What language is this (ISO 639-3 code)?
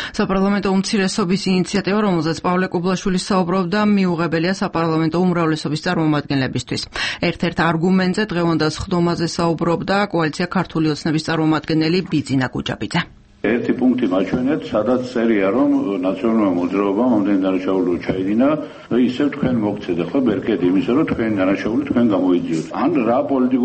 kat